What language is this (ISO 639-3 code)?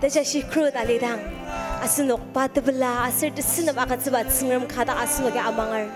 njo